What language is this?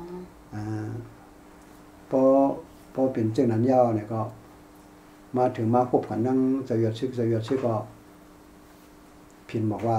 Thai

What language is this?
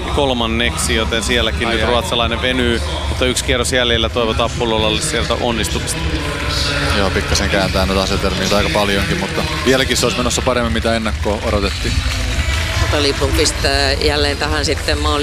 Finnish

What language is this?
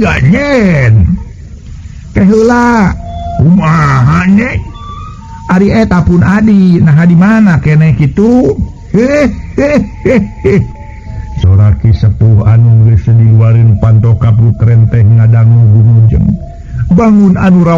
Sundanese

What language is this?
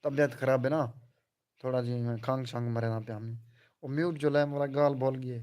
Saraiki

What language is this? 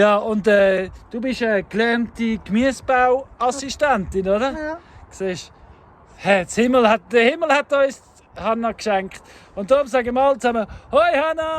Swiss German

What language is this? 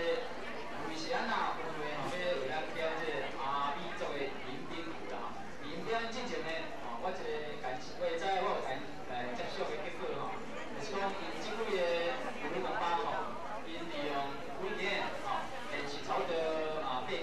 Min Nan Chinese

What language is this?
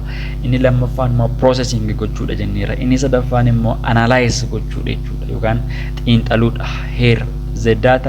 Oromo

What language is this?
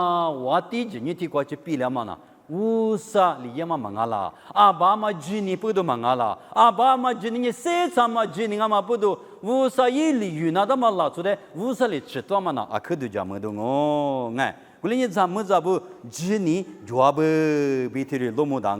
Lisu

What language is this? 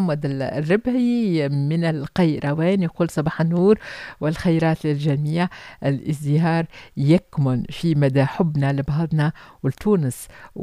Tunisian Arabic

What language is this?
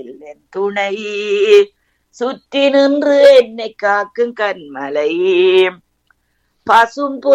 Tamil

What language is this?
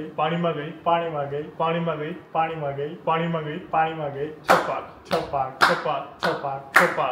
Gujarati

